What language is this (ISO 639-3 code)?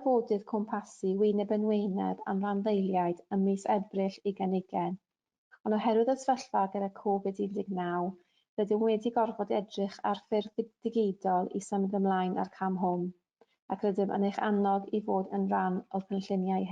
cym